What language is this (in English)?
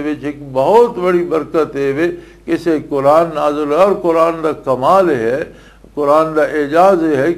Western Panjabi